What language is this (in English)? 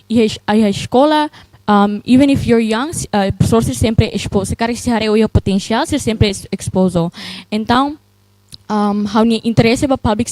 Tetum